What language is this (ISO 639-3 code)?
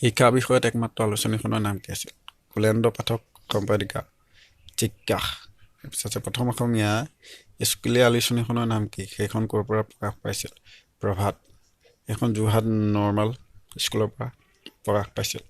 asm